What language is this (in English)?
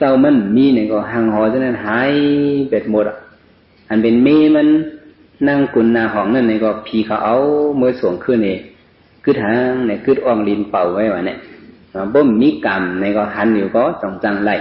Shan